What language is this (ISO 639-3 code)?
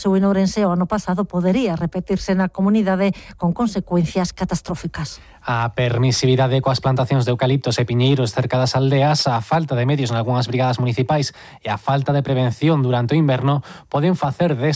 glg